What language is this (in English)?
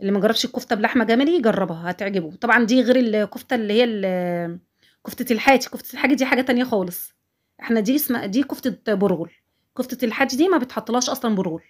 Egyptian Arabic